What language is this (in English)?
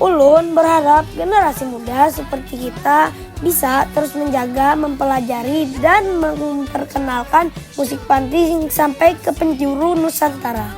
Banjar